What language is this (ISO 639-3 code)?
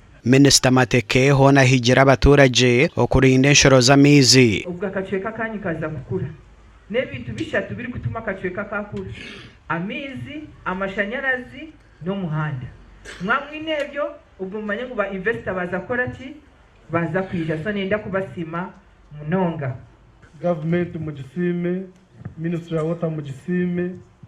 nyn